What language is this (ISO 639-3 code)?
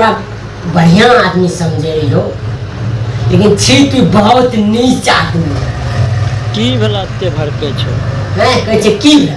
mai